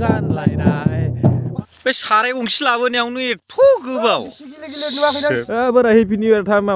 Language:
Bodo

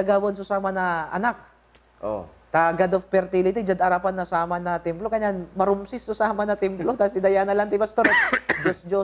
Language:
Pangasinan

